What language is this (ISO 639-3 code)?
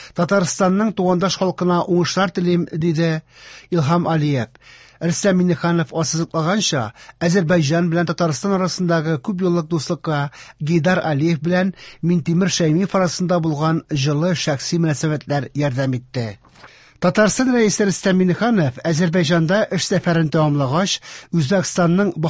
tat